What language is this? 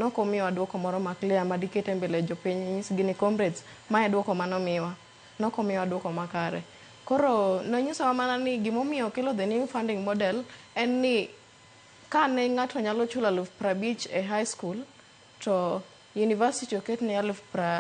Luo (Kenya and Tanzania)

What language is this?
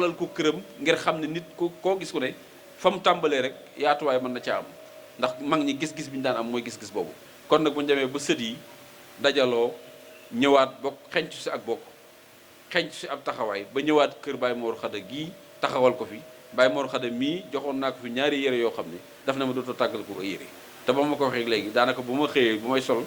Wolof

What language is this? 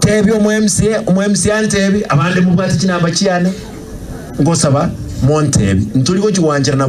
Gusii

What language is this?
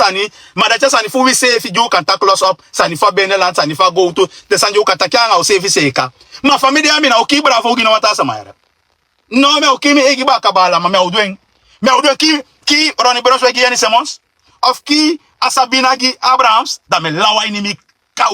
Sranan Tongo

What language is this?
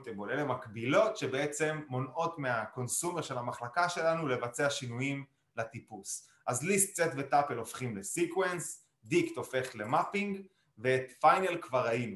Hebrew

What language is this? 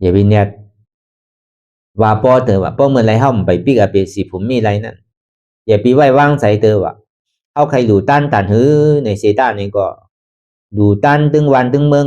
Shan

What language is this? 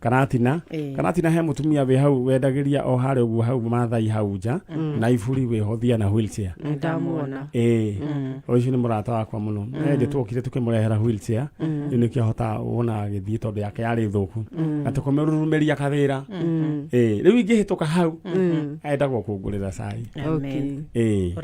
Kikuyu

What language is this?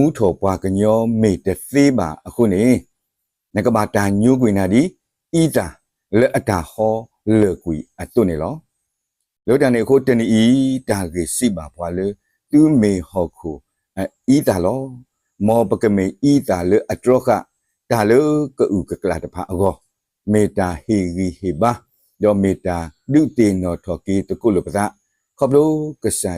S'gaw Karen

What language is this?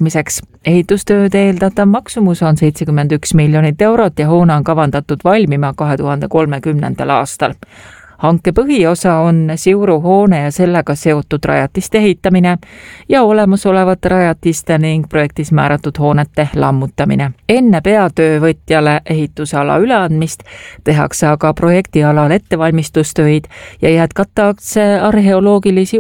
Estonian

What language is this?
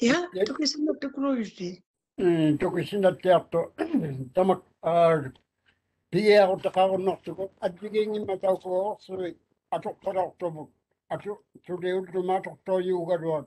Māori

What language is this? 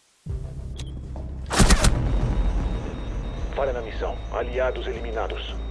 Portuguese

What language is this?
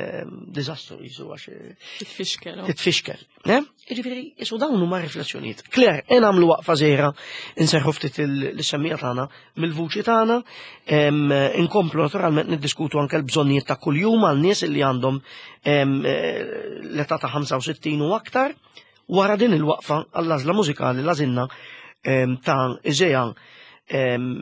Maltese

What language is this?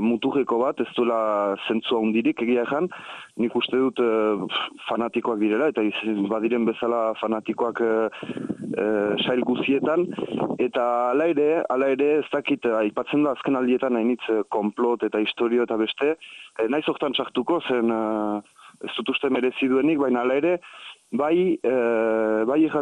Basque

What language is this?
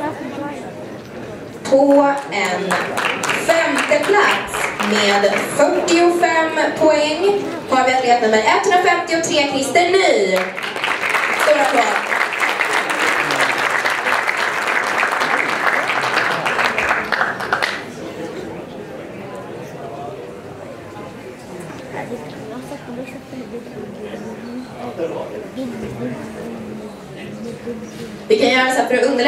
Swedish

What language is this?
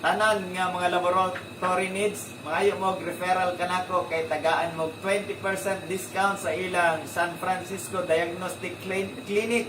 Cebuano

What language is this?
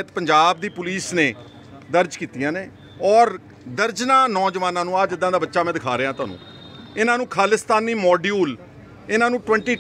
Punjabi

